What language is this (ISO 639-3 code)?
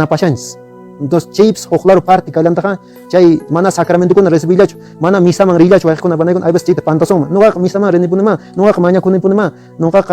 que